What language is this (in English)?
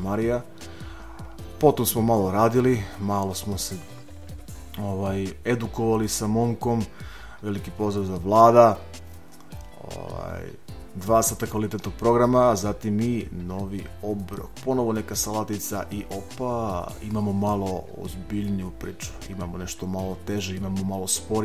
Serbian